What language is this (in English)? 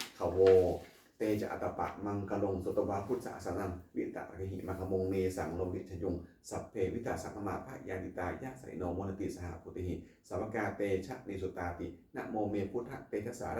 Pali